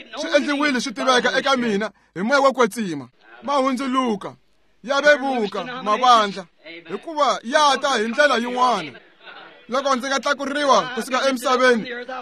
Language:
Tsonga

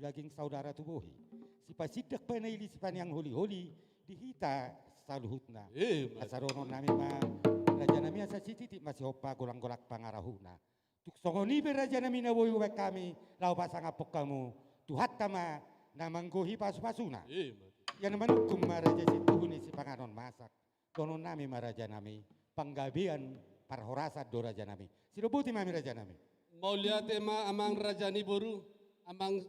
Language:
Batak Toba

